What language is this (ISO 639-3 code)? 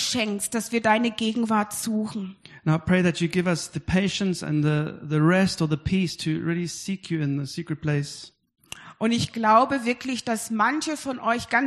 deu